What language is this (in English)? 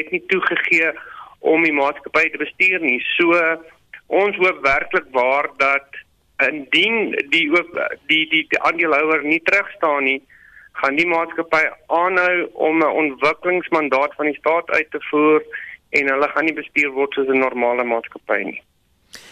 Afrikaans